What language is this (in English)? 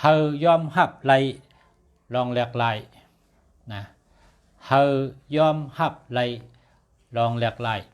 Shan